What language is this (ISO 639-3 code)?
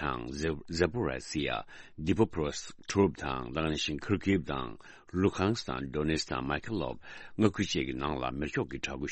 bod